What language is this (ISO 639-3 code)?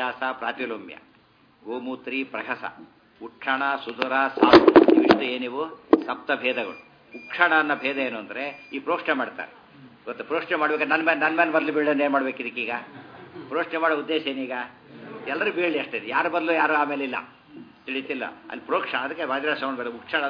kan